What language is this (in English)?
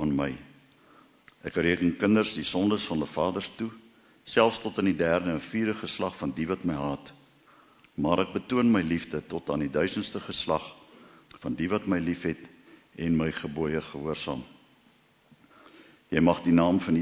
Afrikaans